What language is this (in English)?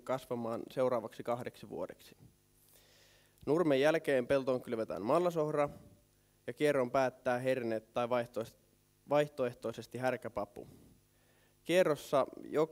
Finnish